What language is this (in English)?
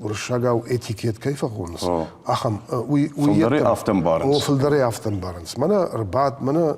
Ossetic